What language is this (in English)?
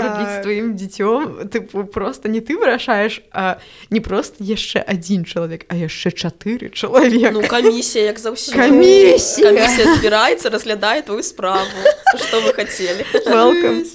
Belarusian